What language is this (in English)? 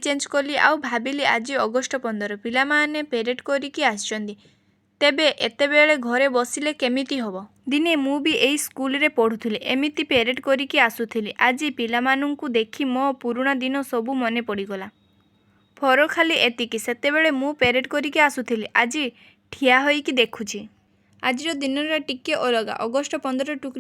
Odia